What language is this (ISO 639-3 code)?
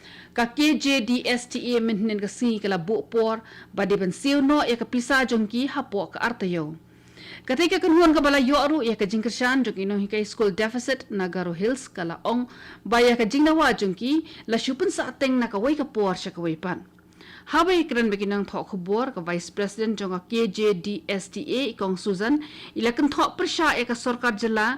kha